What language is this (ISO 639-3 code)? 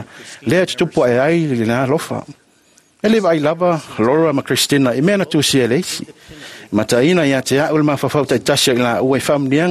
smo